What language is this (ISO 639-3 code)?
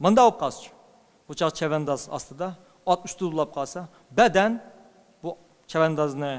uig